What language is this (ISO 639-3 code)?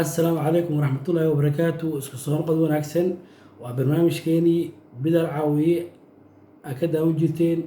som